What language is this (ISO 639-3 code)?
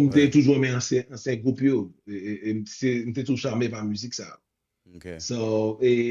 hat